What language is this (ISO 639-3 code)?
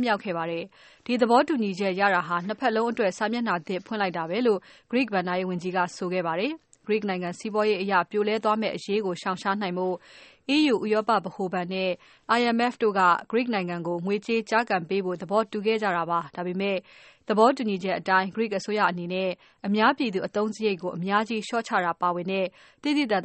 mya